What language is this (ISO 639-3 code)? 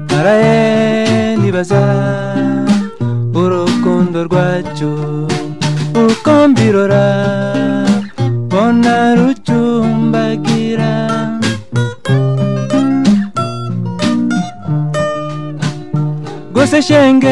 kin